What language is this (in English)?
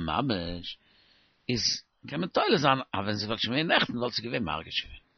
Yiddish